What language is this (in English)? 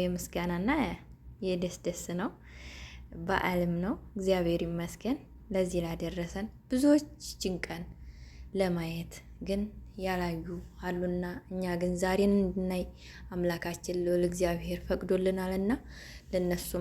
Amharic